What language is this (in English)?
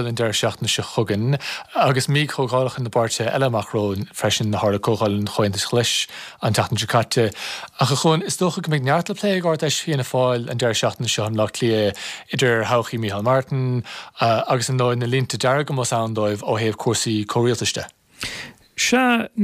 Irish